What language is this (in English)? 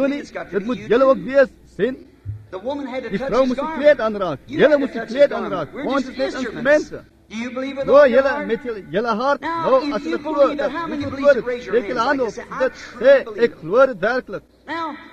Afrikaans